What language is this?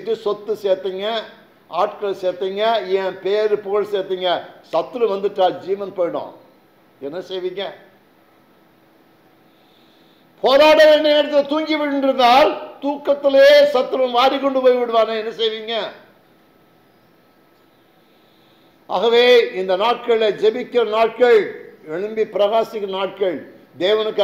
Tamil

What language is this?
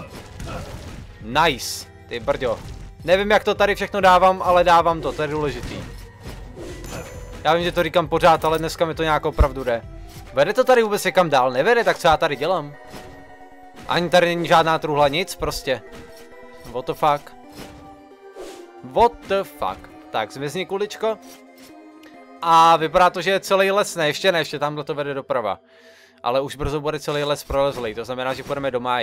Czech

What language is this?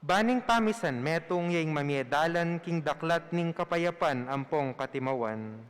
Pampanga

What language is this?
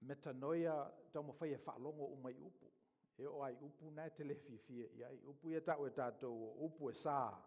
Samoan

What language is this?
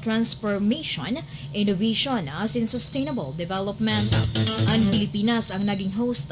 Bikol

